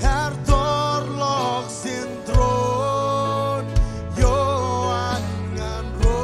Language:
Marshallese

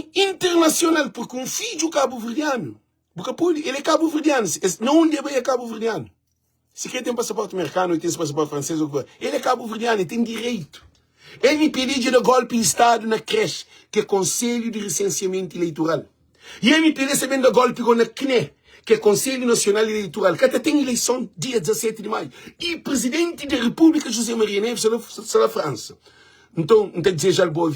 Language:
Kabuverdianu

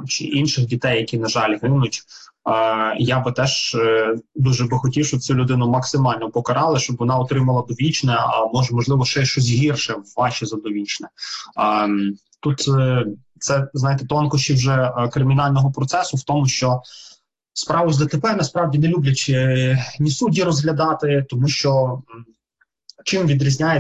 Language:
Ukrainian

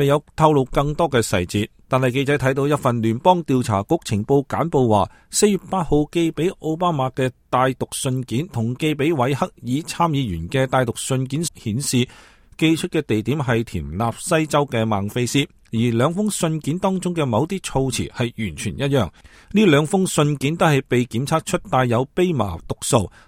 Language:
Cantonese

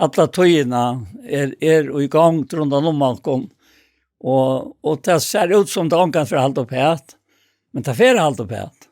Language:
Faroese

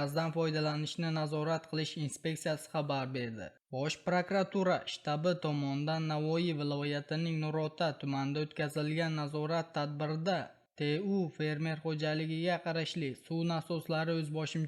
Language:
Uzbek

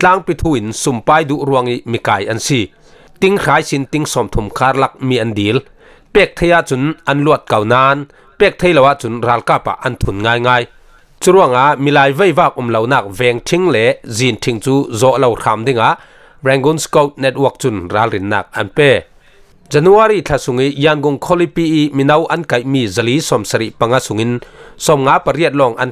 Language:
Falam Chin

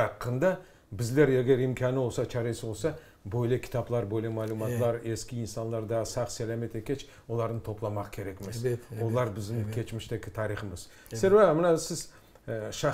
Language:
Crimean Tatar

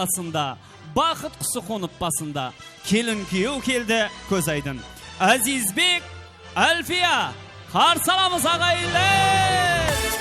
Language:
Kara-Kalpak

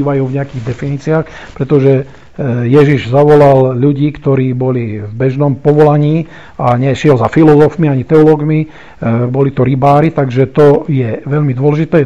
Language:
Slovak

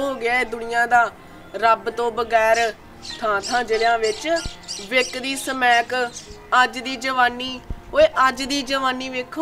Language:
Punjabi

